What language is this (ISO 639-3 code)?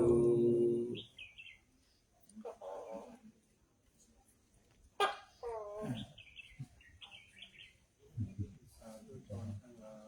pli